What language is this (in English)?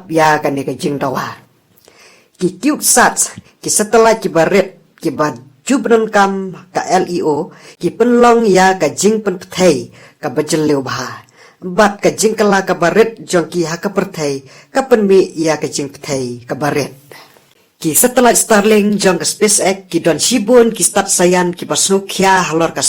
Khasi